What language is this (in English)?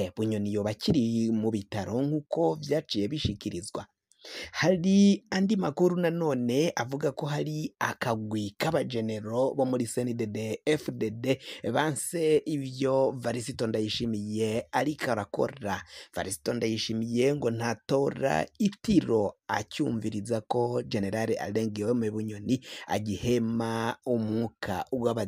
Rundi